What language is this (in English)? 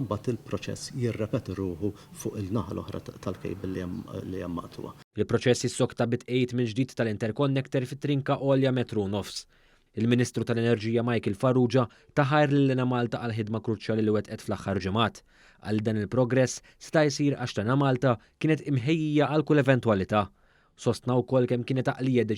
Maltese